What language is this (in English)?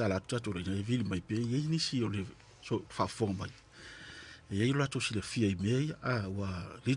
Samoan